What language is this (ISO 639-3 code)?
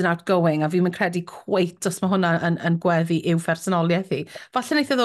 cym